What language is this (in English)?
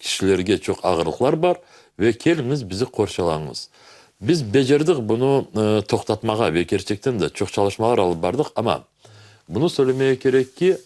Crimean Tatar